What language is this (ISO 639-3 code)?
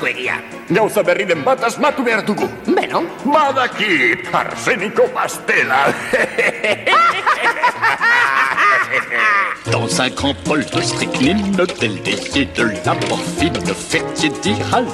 eus